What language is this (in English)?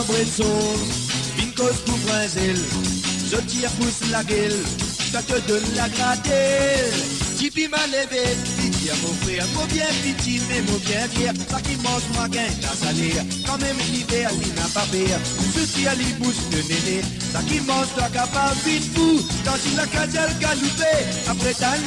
Morisyen